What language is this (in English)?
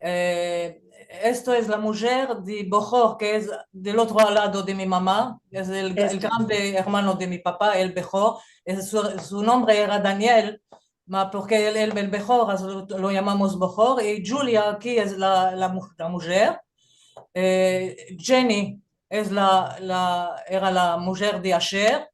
Ladino